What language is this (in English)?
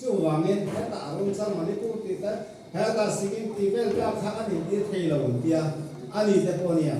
Mizo